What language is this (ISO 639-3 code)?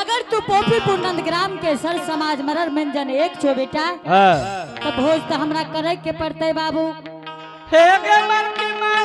anp